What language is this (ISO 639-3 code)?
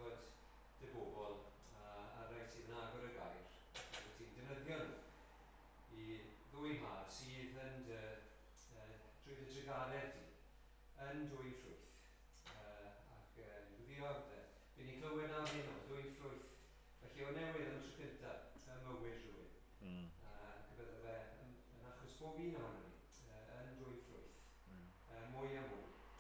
cym